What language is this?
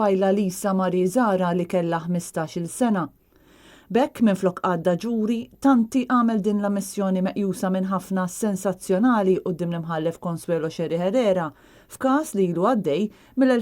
Maltese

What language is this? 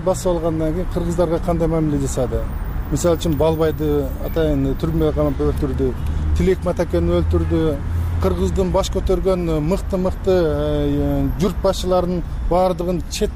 Kyrgyz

